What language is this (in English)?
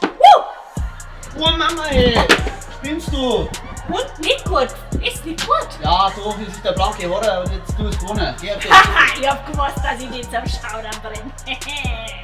Bavarian